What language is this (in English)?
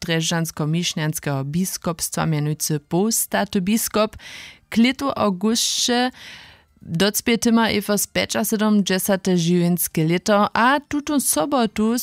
Upper Sorbian